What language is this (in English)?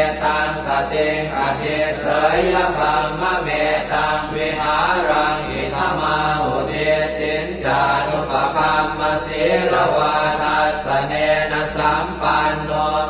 Pali